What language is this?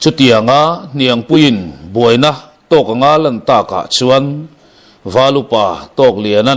Mizo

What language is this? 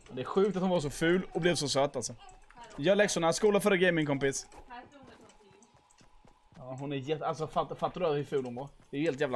Swedish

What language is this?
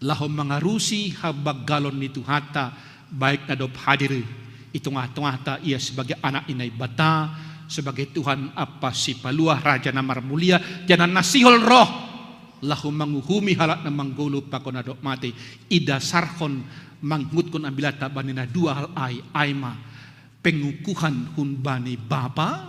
Batak Simalungun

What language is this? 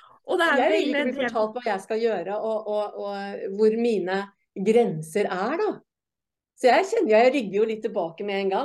Norwegian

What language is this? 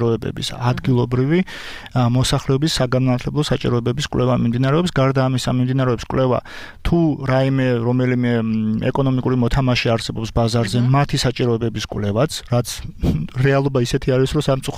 Georgian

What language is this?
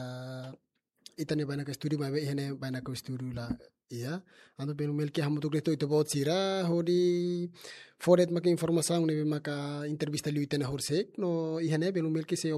Tetum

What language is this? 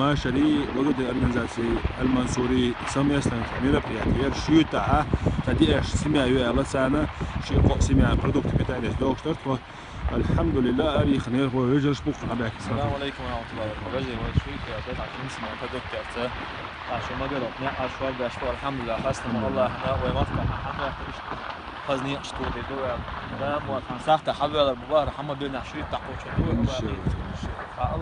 Chechen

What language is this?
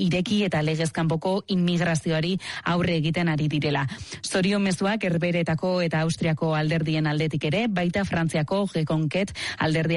Basque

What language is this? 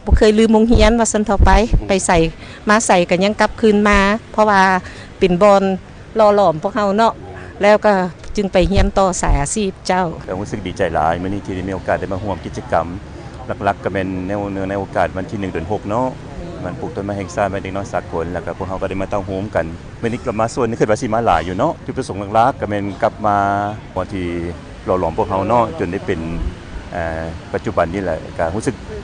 Lao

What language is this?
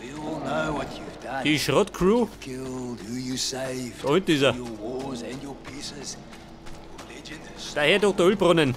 Bavarian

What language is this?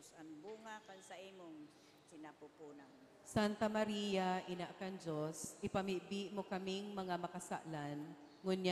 Bikol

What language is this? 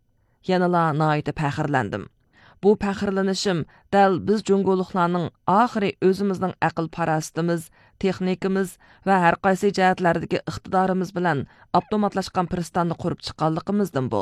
Uyghur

